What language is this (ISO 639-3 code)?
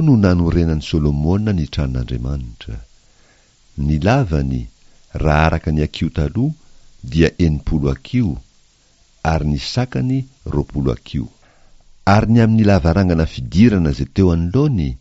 mlg